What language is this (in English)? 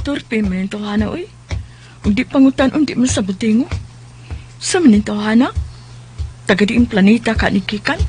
Cebuano